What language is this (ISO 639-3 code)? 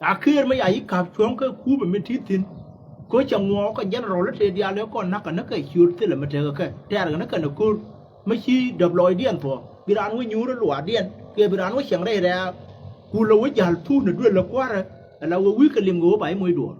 nus